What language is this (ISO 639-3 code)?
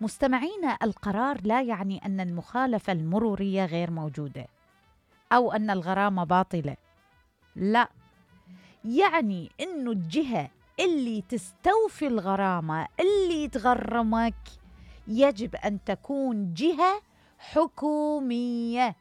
acm